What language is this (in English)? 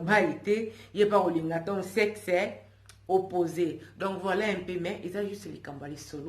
Lingala